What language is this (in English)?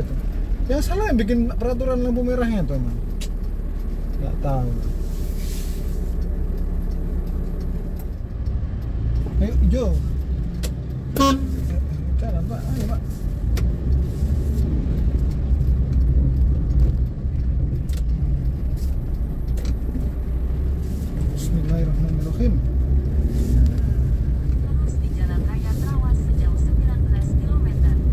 Indonesian